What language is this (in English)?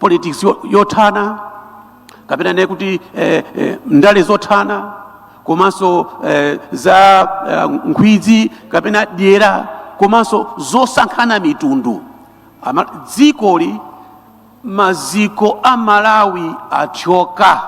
Nyanja